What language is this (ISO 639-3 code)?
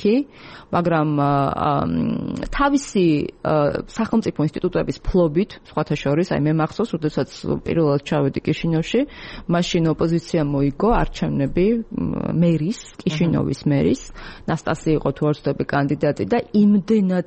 kat